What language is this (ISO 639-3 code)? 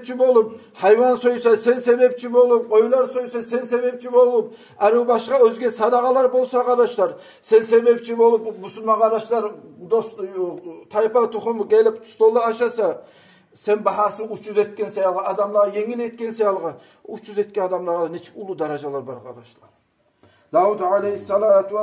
kum